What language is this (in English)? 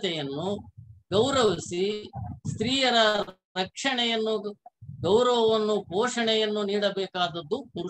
Kannada